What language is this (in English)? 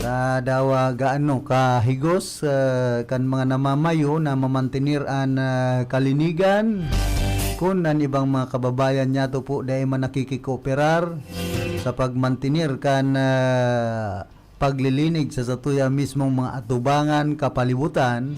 Bikol